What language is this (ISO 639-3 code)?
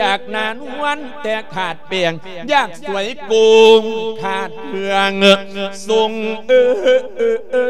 lao